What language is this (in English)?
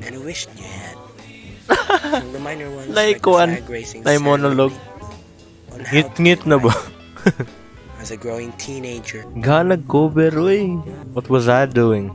Cebuano